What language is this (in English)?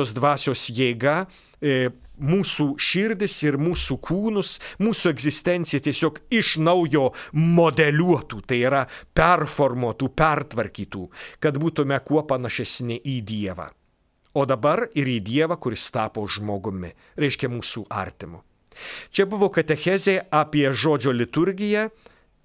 Lithuanian